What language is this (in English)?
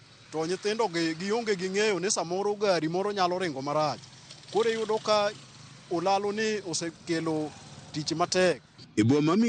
Luo (Kenya and Tanzania)